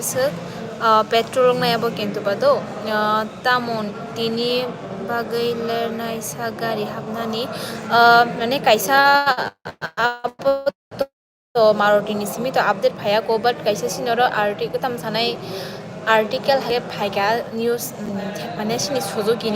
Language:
Kok Borok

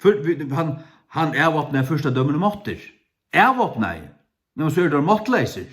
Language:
Faroese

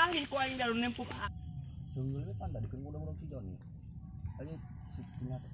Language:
Sundanese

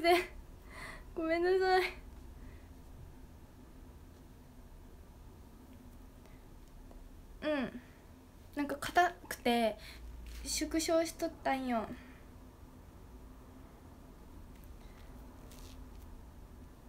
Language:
Japanese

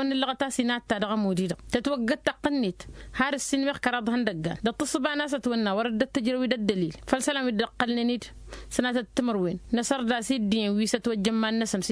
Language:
Tamasheq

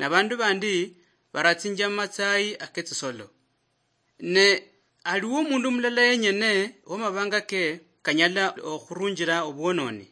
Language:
Luyia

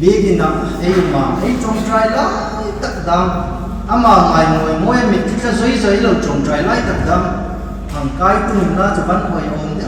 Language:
Hmar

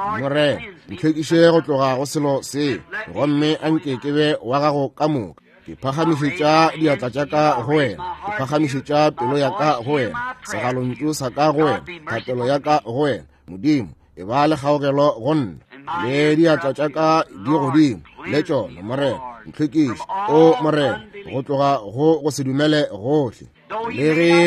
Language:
Northern Sotho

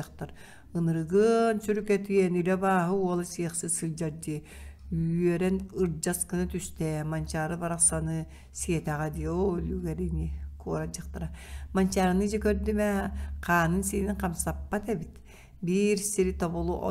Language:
Yakut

